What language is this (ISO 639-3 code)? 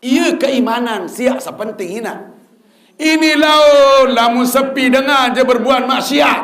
sas